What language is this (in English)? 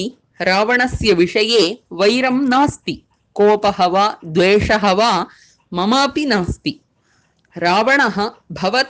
Sanskrit